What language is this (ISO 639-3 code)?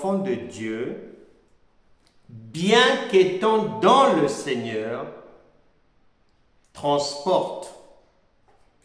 fra